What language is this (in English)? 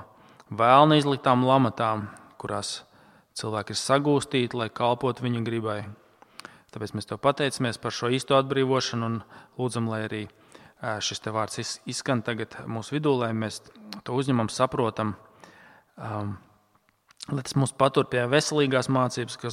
Latvian